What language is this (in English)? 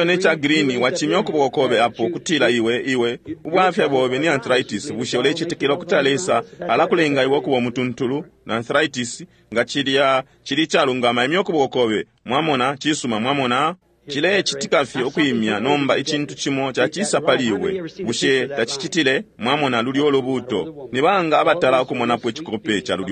Bemba